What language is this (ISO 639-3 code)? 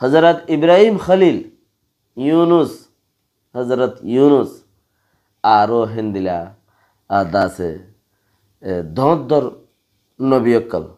rhg